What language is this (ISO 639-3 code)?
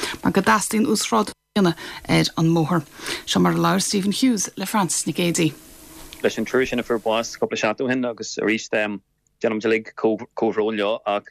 gle